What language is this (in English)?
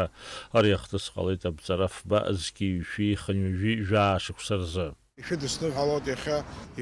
Abkhazian